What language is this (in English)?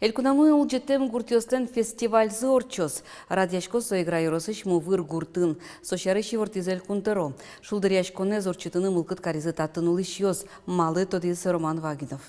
Udmurt